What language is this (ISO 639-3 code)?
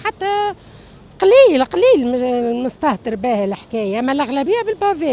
aeb